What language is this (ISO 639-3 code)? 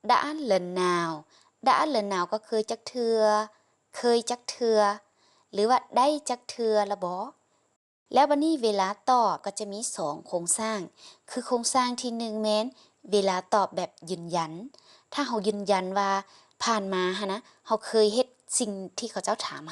lao